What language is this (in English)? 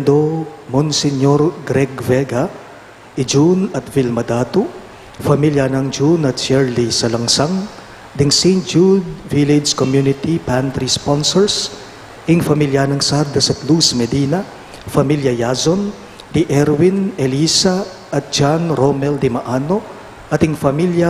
Pampanga